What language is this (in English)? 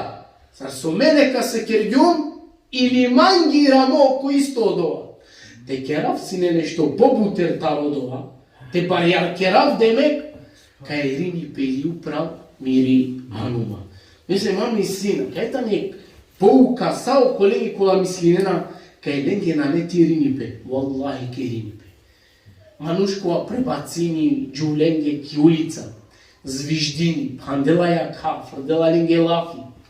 Balkan Romani